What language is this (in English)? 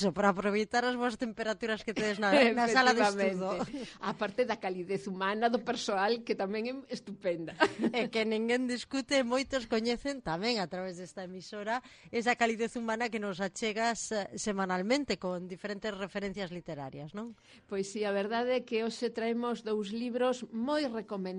Galician